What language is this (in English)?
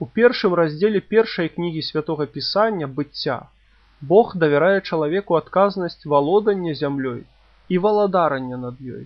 Belarusian